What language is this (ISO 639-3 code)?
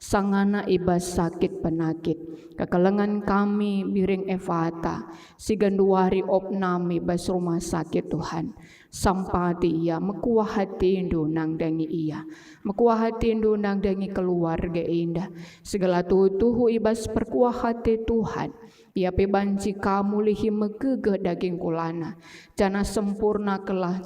btx